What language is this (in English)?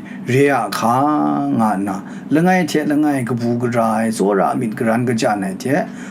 Kachin